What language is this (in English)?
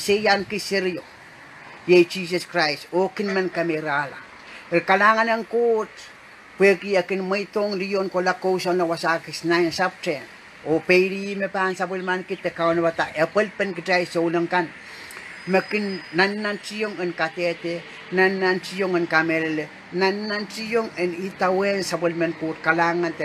Pohnpeian